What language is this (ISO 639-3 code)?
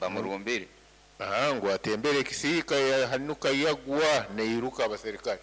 nyo